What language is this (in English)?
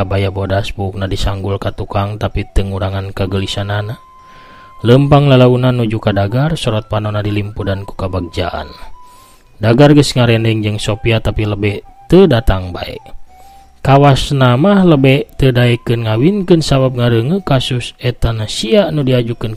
Sundanese